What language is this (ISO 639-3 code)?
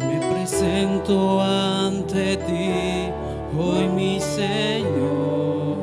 aym